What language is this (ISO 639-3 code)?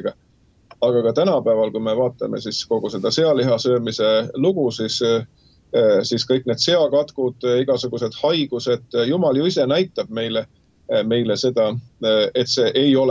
est